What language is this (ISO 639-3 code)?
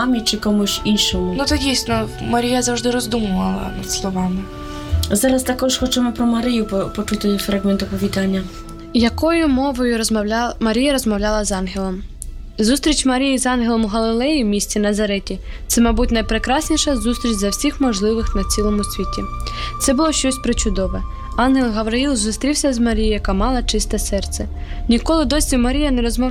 ukr